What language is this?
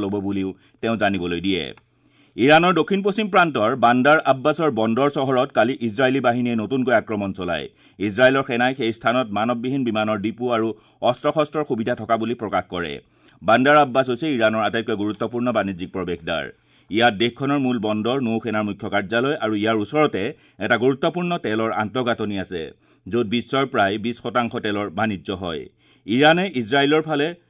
Assamese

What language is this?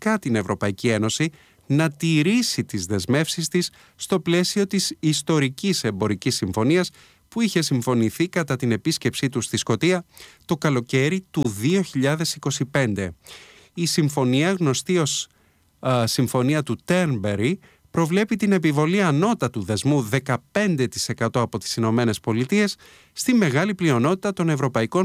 Greek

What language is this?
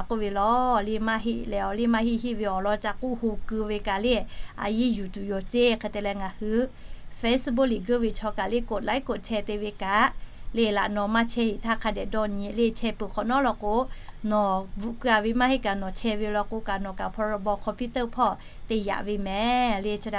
Lahu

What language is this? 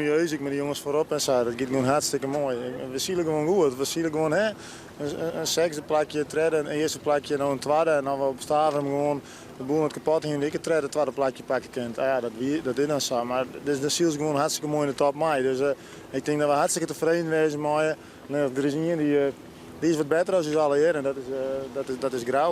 Western Frisian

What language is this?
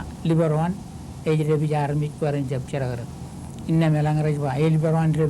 Marshallese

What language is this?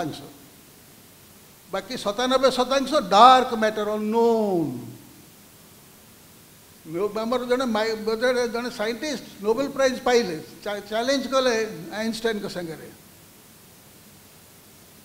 Odia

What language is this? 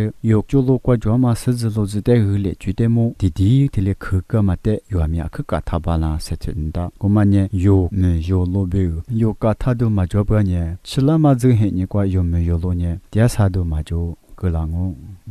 Lisu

